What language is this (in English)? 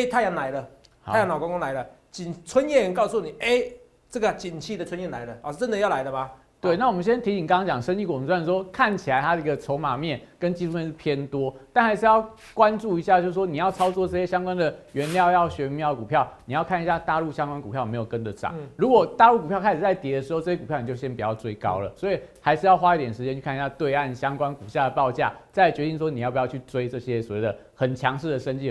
Chinese